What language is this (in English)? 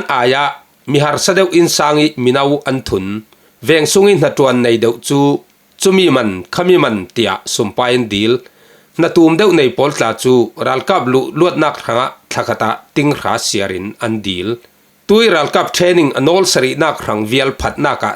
Falam Chin